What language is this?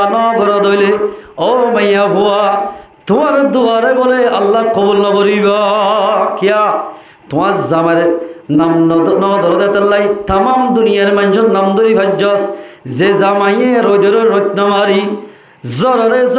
Rohingya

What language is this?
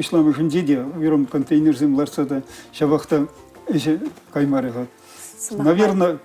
Chuvash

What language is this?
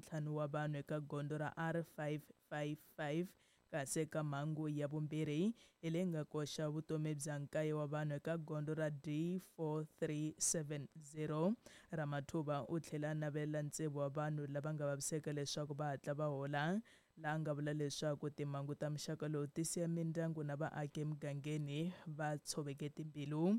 Tsonga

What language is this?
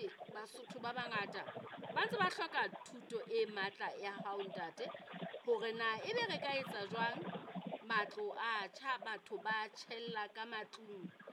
Southern Sotho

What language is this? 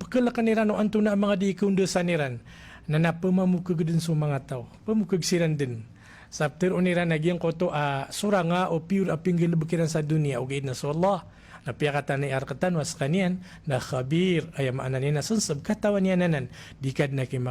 Maranao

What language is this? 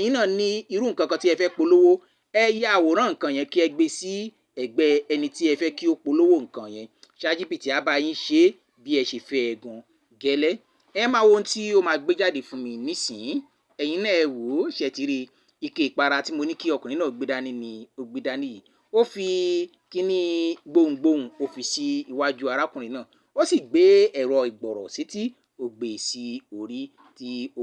Yoruba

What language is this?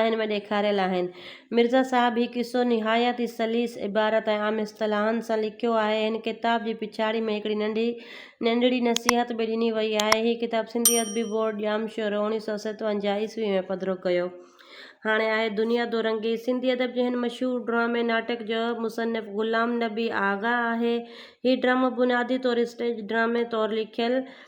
Sindhi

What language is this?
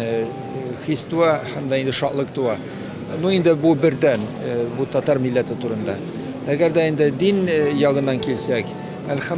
Tatar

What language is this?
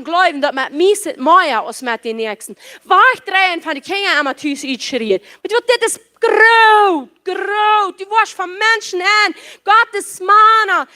Plautdietsch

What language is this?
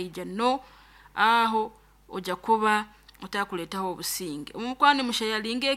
Nyoro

